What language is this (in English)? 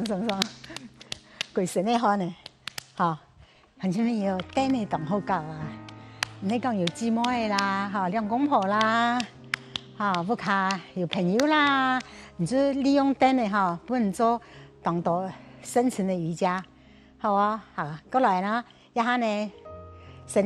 Hakka Chinese